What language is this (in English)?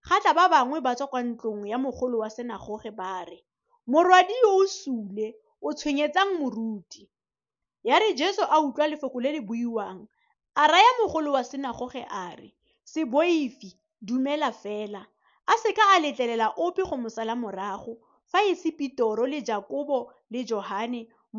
Tswana